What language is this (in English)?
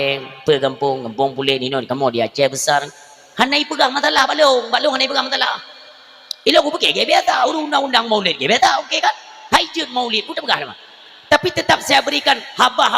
Achinese